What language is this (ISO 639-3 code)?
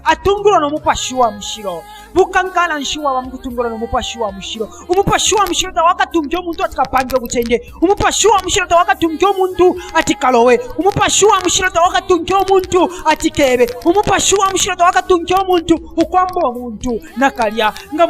bem